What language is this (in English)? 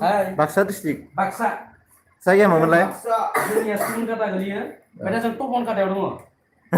Bodo